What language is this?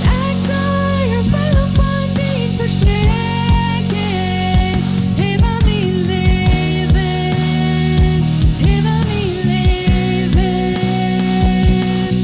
Plautdietsch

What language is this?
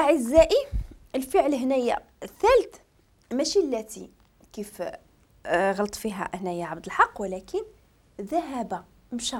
Moroccan Arabic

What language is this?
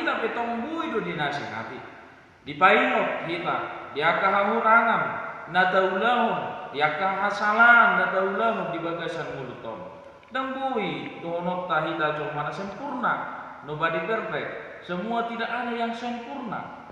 Batak Toba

